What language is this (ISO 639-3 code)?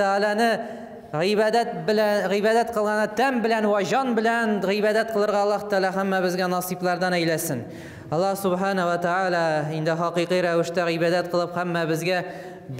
tat